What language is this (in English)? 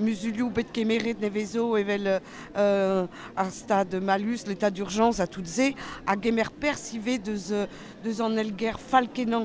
Breton